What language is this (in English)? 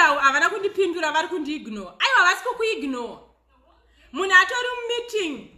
Shona